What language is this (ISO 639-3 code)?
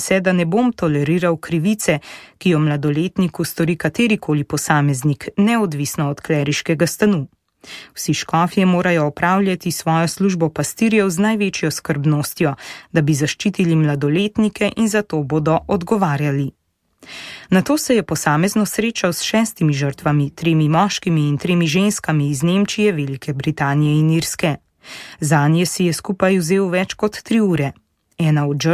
slv